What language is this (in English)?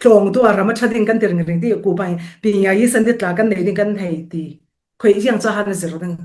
Falam Chin